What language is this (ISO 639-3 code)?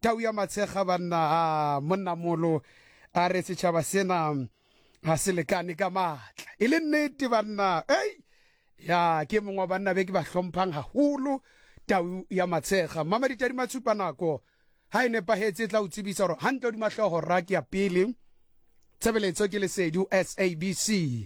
sot